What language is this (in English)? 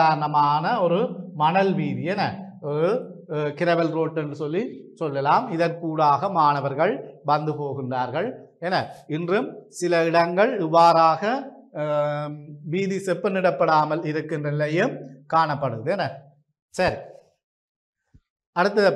Tamil